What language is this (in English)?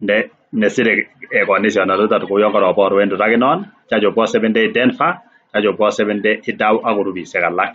Kalenjin